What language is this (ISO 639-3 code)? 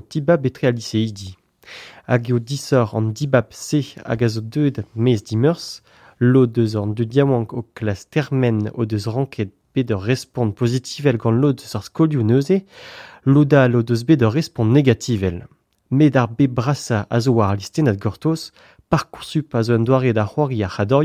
bre